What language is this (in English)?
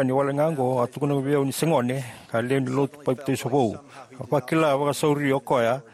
Fijian